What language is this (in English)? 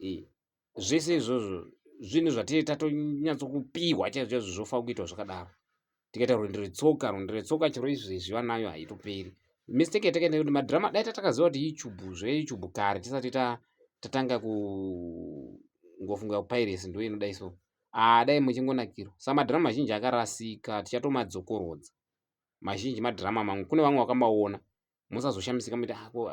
Shona